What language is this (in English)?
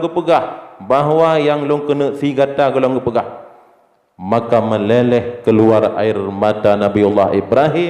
Achinese